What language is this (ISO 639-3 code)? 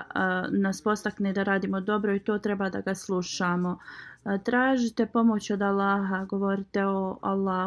bos